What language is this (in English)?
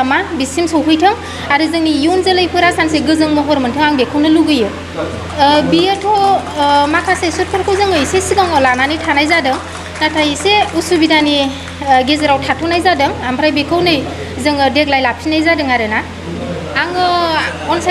Bodo